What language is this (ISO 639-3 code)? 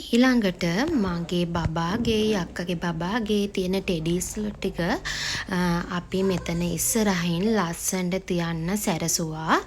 sin